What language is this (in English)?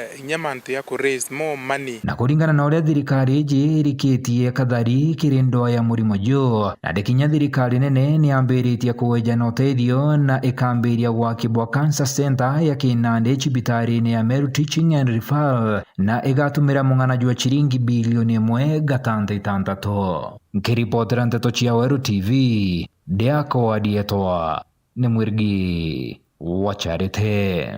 Meru